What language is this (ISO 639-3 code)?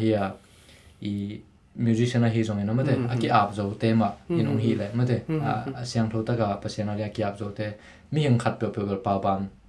ctd